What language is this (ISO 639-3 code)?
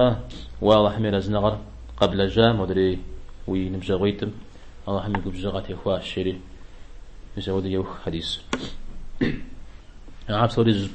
kbd